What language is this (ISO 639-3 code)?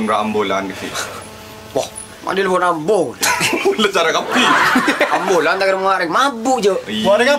mad